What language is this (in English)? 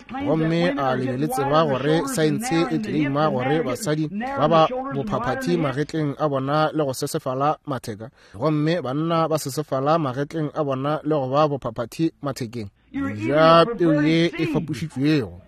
Northern Sotho